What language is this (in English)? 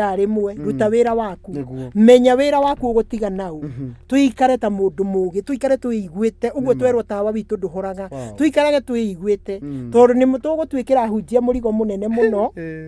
Kikuyu